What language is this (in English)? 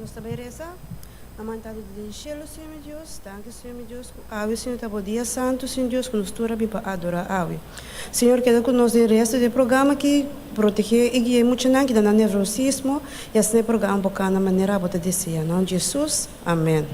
Papiamento